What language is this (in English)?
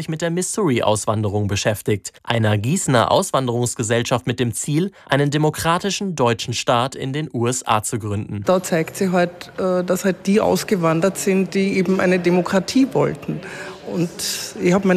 German